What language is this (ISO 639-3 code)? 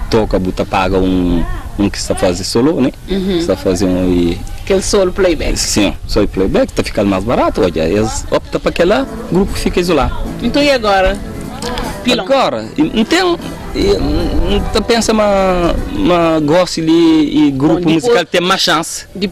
kea